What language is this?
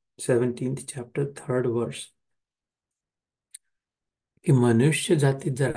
Marathi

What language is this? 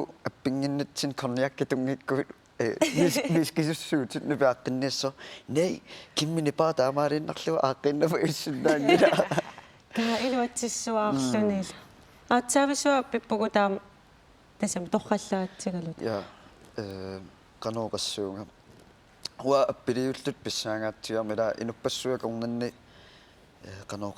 Kalaallisut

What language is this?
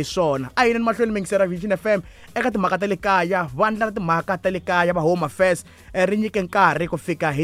Tsonga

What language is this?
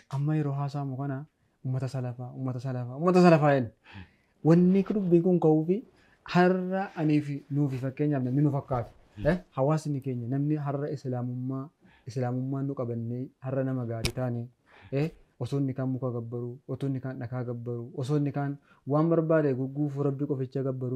Oromo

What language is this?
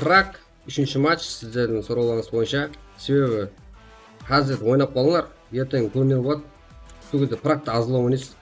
Kara-Kalpak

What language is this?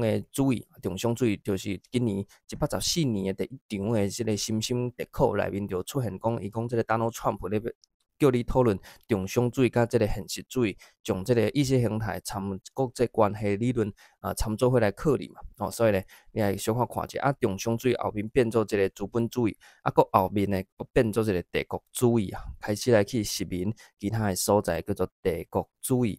Min Nan Chinese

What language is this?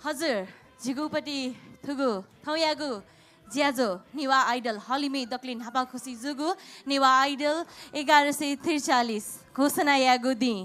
Newari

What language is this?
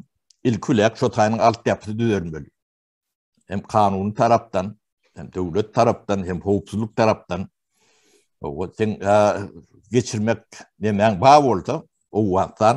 Turkmen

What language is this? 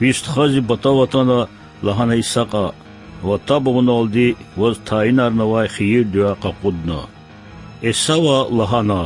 Lezghian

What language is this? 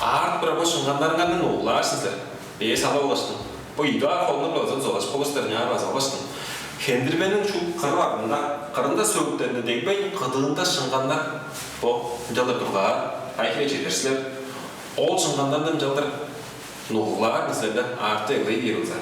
Tuvinian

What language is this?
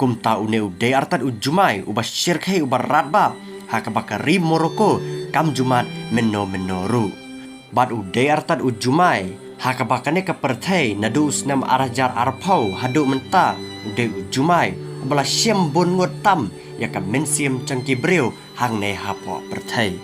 Khasi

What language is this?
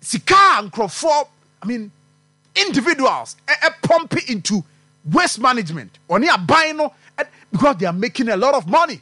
Akan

